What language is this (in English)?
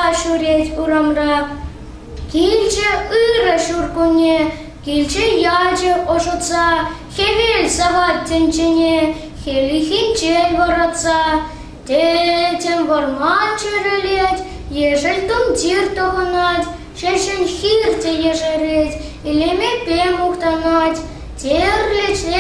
Chuvash